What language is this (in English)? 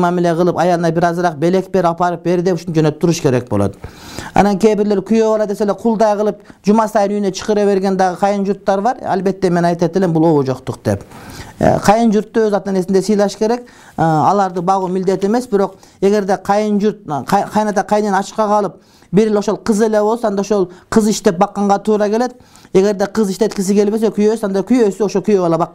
Kyrgyz